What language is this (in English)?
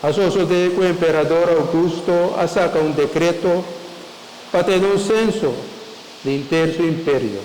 Papiamento